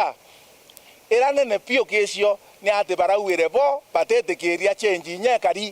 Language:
Meru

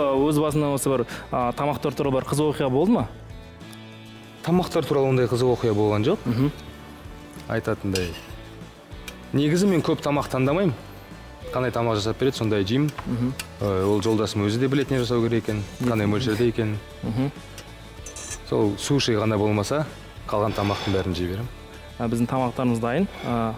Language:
Kazakh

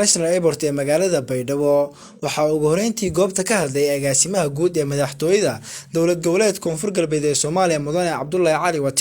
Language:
Somali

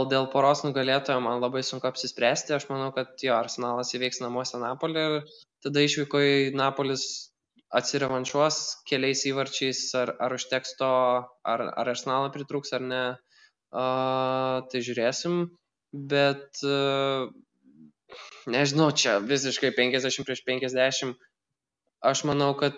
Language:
Lithuanian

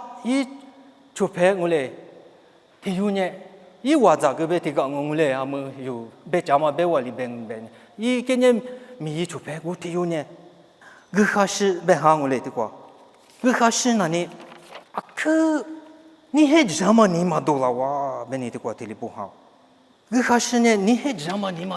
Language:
Lisu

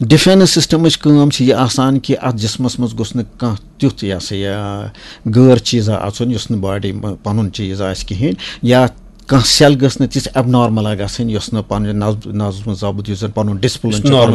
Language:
Kashmiri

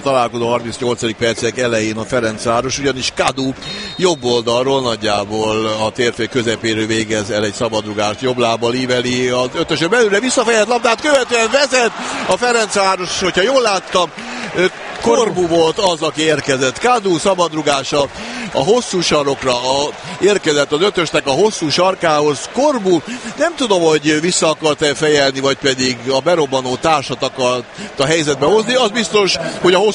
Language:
Hungarian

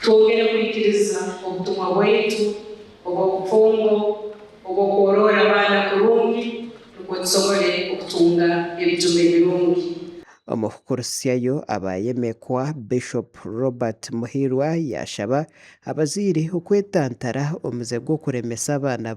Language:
Nyankole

